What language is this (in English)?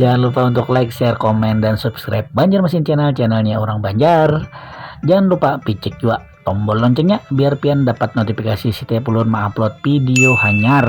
Banjar